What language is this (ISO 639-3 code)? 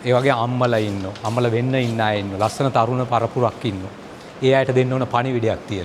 sin